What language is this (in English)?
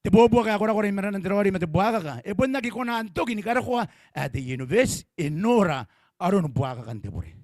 Gilbertese